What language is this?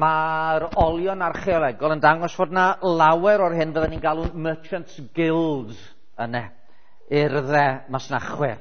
Welsh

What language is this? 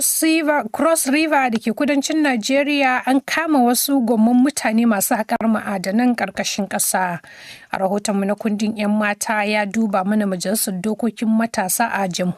Hausa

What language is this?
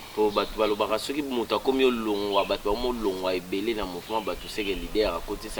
Lingala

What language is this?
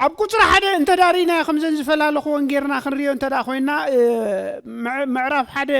Tigrinya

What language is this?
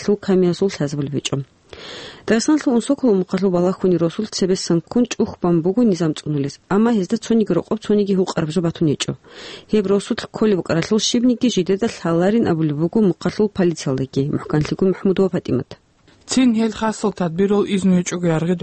Avaric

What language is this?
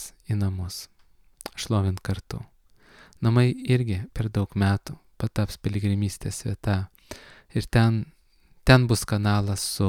Lithuanian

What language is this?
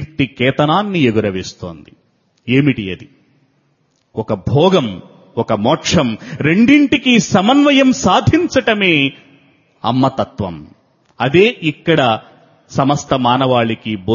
Telugu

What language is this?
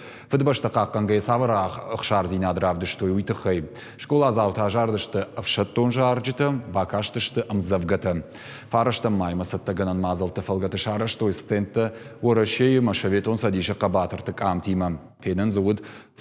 Ossetic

